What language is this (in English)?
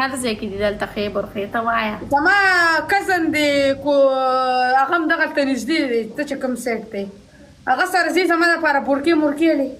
Pashto